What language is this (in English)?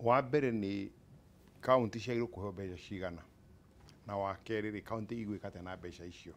Kikuyu